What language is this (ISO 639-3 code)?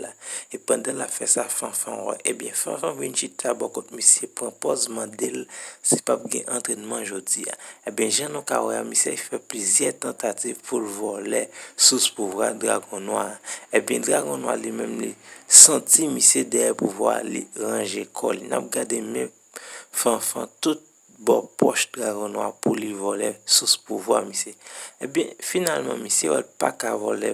hat